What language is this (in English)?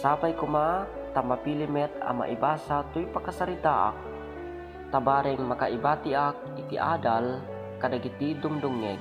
Iloko